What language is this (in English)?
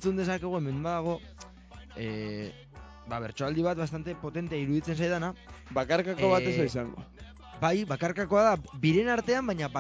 Basque